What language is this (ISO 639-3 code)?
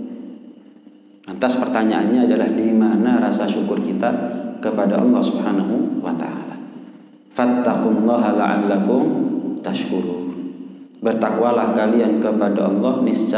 ind